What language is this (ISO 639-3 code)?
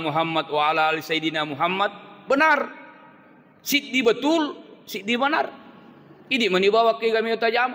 bug